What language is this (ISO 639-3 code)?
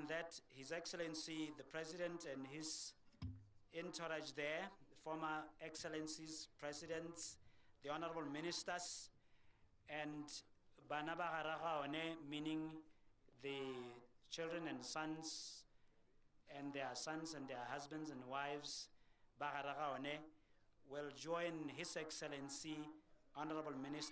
tsn